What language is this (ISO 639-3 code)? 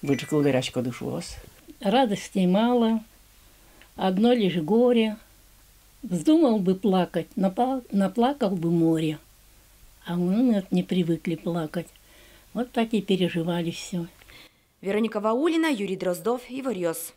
udm